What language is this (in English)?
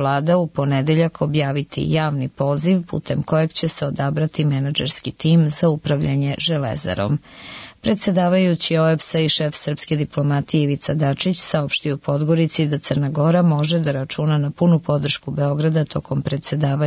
Serbian